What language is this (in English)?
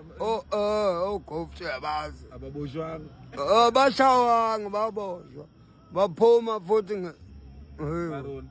Zulu